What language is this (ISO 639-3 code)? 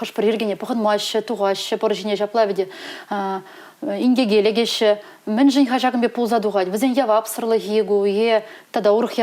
chv